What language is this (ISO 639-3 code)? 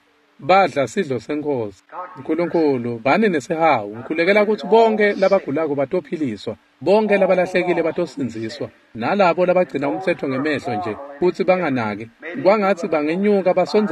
ssw